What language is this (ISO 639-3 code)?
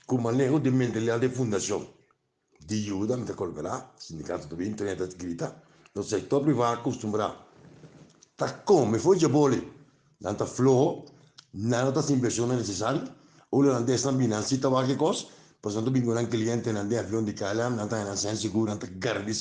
pap